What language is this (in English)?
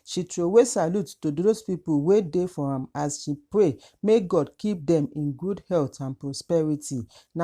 Nigerian Pidgin